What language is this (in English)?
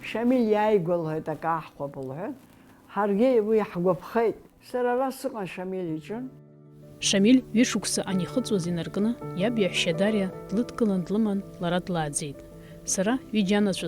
Abkhazian